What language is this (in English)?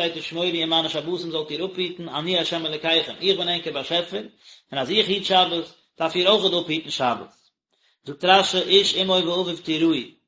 Yiddish